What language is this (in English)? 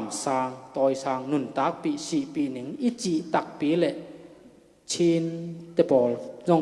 Tedim Chin